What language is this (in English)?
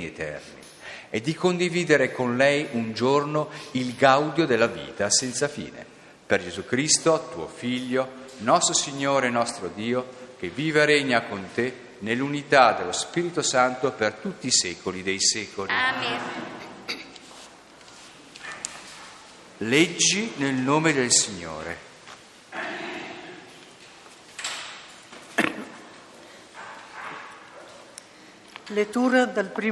Italian